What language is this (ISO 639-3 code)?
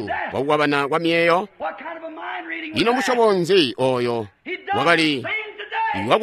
toi